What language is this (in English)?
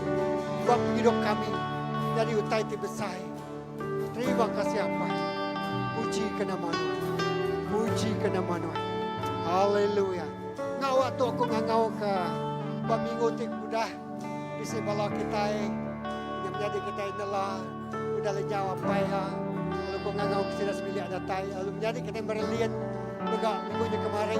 Iban